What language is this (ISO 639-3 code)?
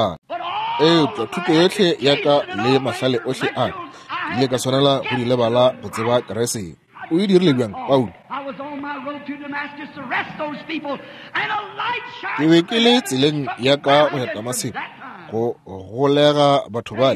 nso